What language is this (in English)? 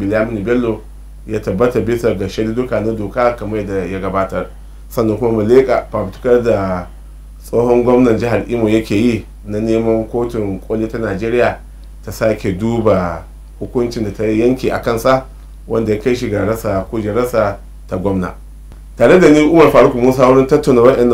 Hausa